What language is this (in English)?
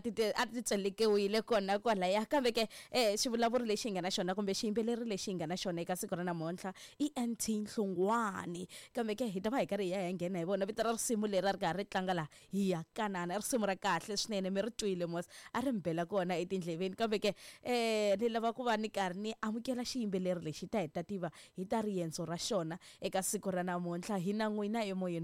Tsonga